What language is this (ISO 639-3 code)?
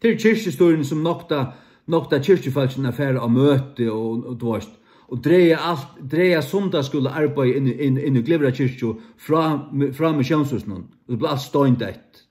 fao